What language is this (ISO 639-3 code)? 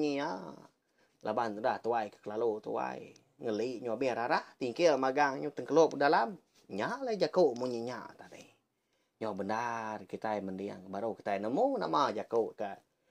iba